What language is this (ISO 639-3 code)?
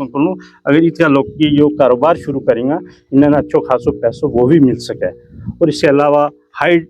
gju